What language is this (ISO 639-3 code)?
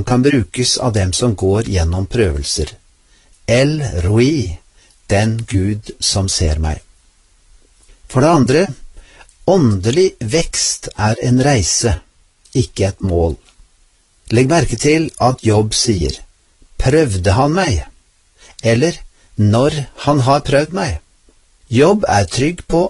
nor